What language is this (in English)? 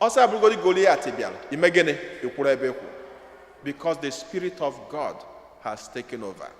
Igbo